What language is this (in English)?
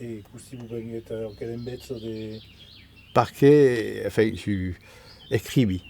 Occitan